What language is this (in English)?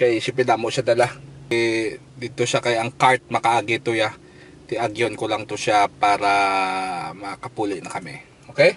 Hiligaynon